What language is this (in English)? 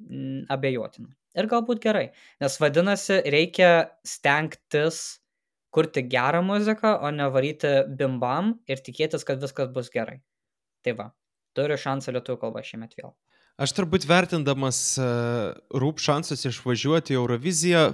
Lithuanian